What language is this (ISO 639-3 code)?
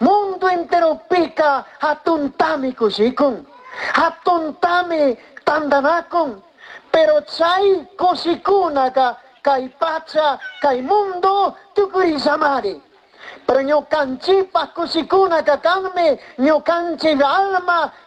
qug